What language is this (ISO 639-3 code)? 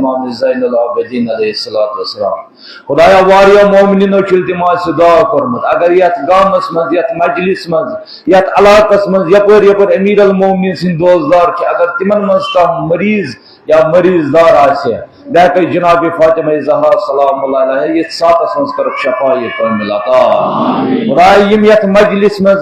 kas